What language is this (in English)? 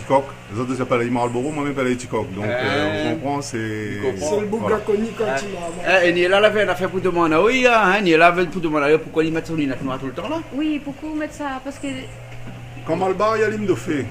Réunion Creole French